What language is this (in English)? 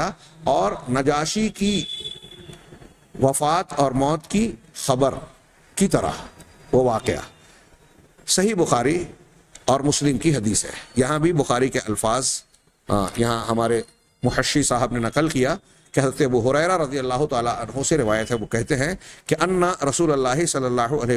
Urdu